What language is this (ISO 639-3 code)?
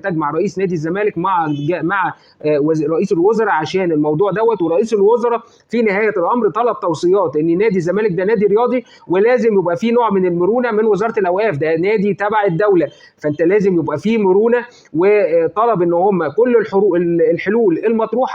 arz